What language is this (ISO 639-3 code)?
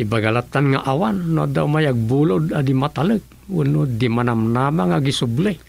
ilo